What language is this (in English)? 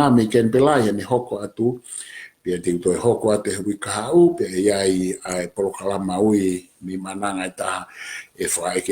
Tongan